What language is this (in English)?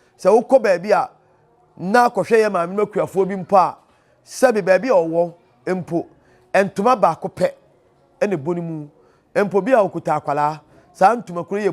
Akan